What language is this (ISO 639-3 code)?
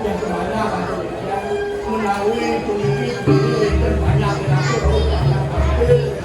ban